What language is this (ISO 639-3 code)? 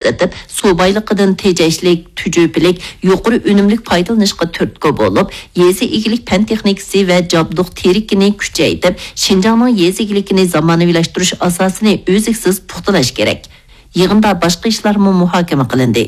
uig